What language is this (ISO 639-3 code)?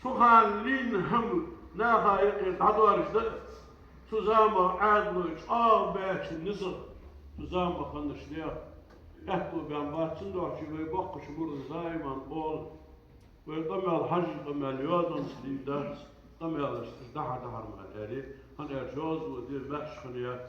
inh